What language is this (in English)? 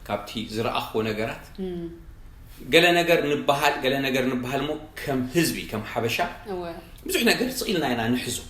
Tigrinya